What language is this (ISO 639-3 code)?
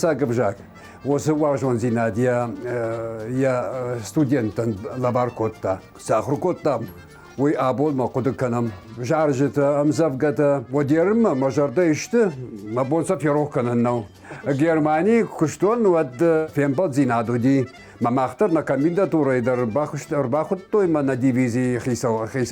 oss